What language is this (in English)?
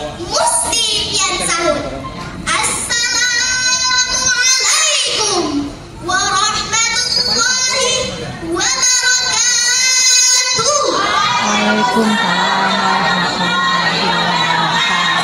Banjar